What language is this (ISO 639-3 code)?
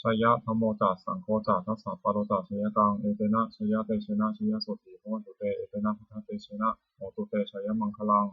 pli